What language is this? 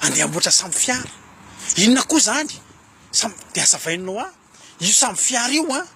Malagasy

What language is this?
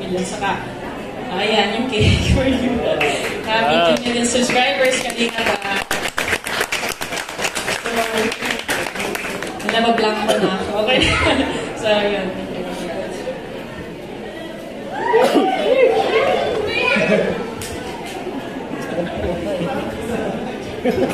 Filipino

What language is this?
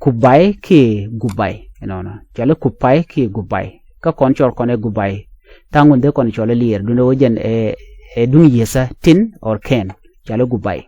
Nuer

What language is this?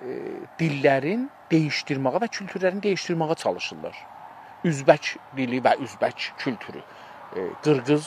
South Azerbaijani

